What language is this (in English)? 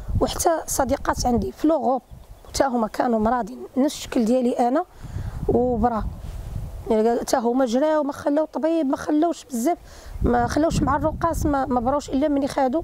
Moroccan Arabic